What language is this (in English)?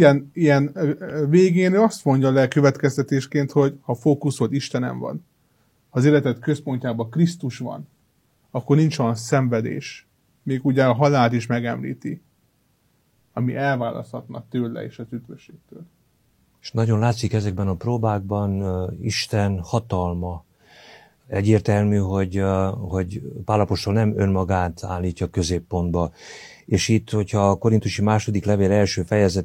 Hungarian